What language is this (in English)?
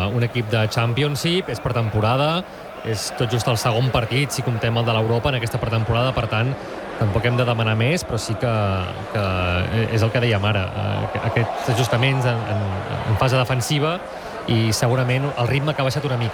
Catalan